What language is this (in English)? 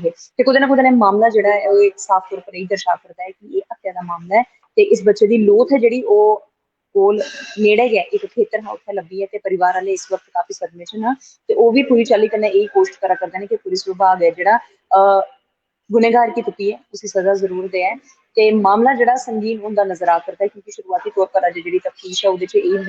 Dogri